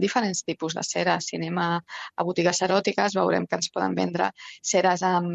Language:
Catalan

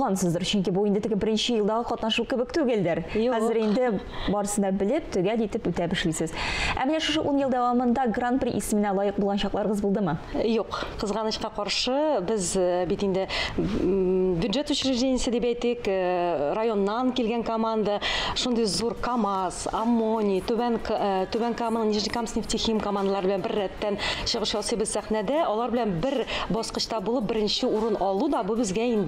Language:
Tatar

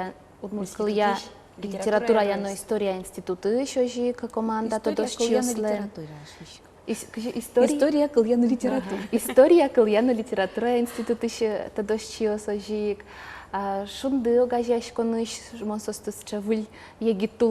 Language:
Udmurt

